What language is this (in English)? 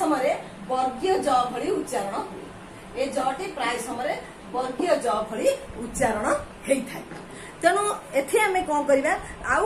Odia